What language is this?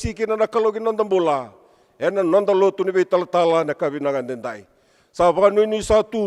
Fijian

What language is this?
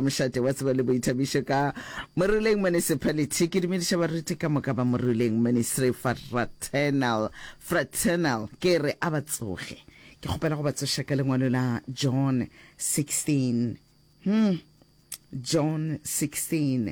Northern Sotho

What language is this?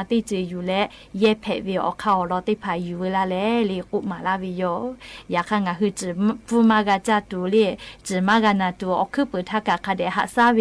Lahu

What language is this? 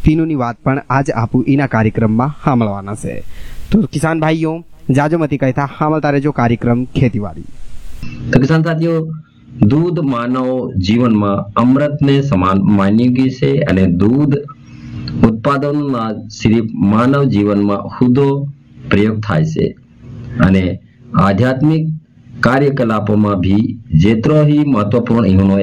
Gujarati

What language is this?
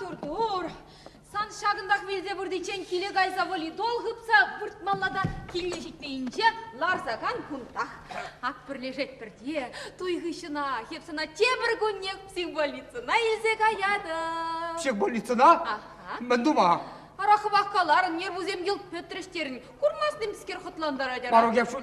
Chuvash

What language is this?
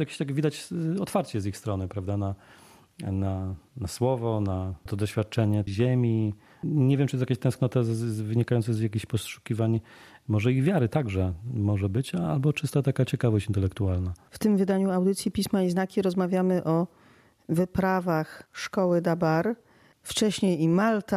Polish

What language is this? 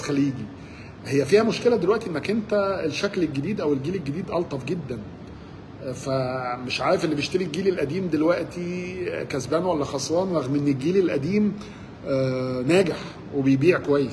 Egyptian Arabic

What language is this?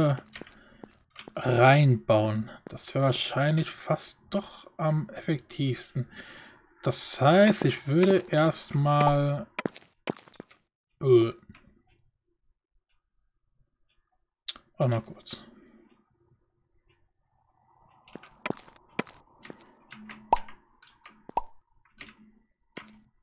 German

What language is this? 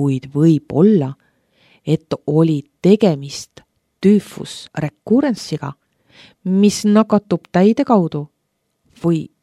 Estonian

